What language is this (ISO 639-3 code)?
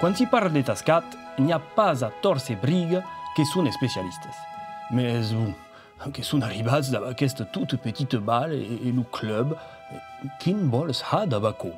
oci